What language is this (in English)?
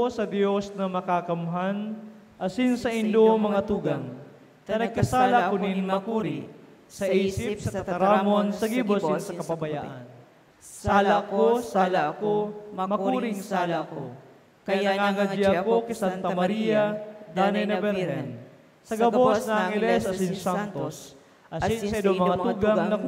Bikol